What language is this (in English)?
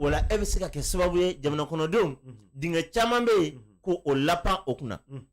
Bambara